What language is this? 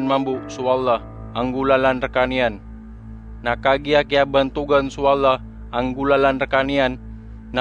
Maranao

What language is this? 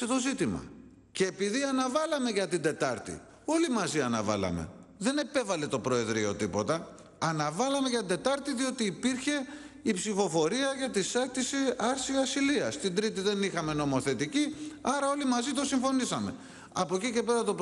Greek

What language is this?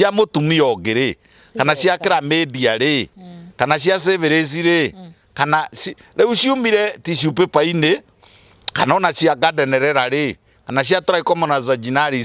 Kikuyu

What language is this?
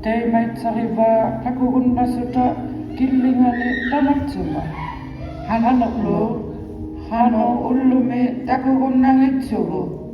Inuktitut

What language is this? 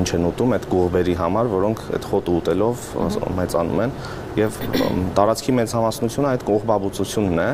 Armenian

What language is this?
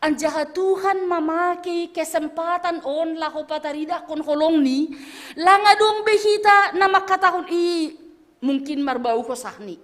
Batak Simalungun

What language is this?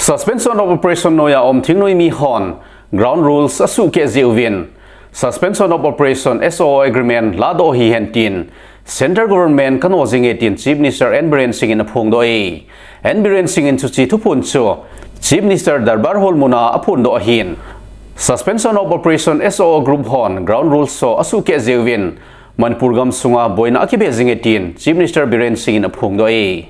Thado Chin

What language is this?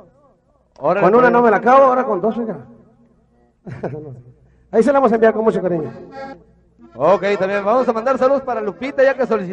Spanish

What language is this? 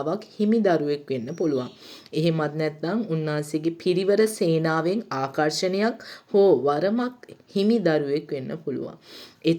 Sinhala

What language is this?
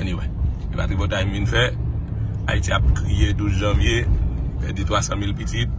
Haitian Creole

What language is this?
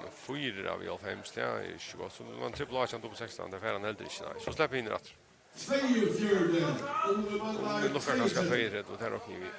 Faroese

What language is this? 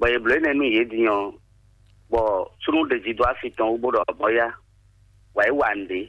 Fon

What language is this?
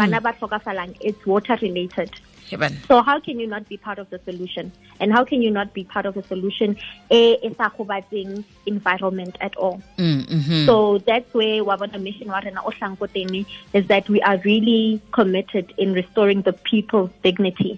Tswana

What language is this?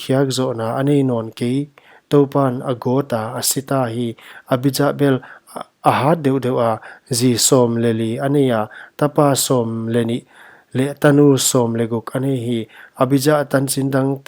Paite Chin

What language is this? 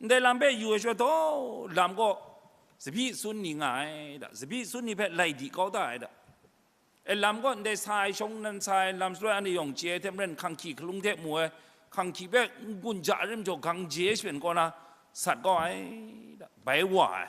Kachin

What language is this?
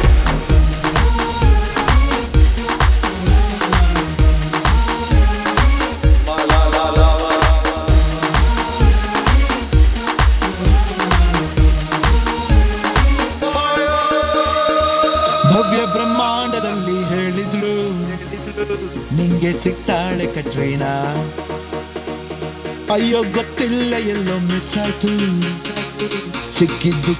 Kannada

